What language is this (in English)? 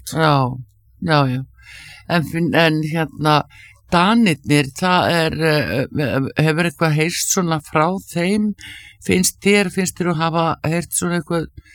Icelandic